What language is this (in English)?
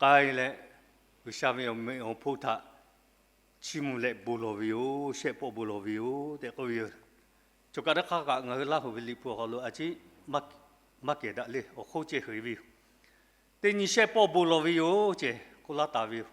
Lahu